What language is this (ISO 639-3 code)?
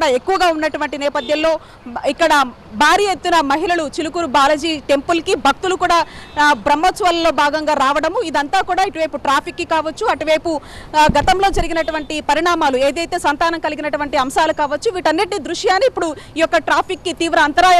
tel